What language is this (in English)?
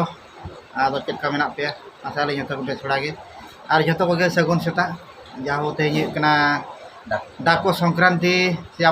Santali